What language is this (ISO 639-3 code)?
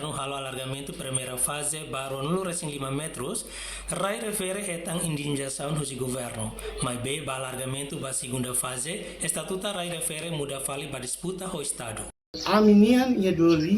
tet